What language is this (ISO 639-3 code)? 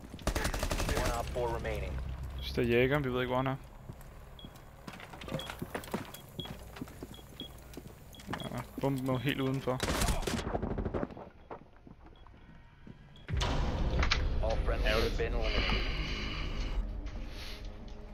dan